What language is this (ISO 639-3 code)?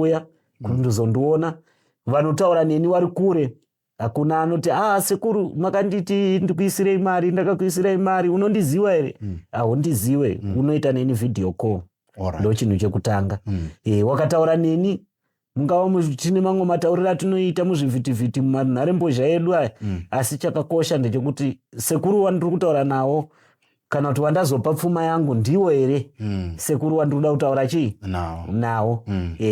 sna